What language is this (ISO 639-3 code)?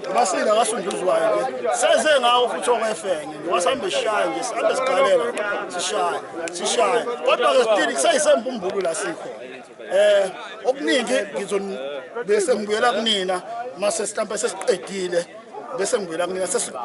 zul